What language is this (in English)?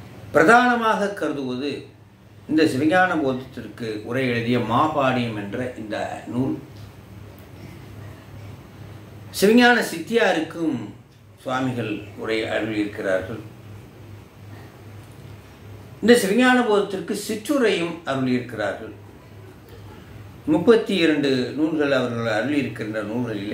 Tamil